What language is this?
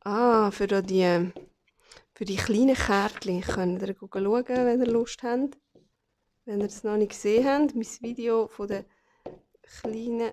Swiss German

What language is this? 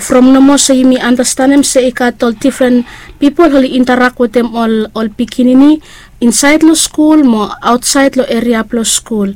Bislama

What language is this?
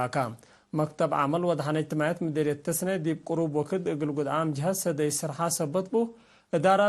Tigre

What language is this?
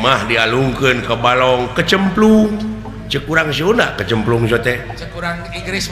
Sundanese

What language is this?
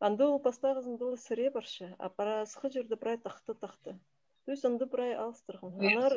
Khakas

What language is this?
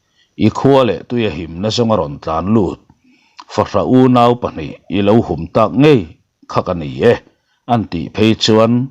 Mizo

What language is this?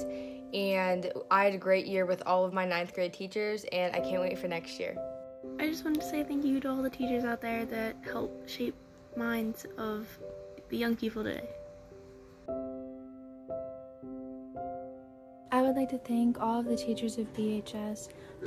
English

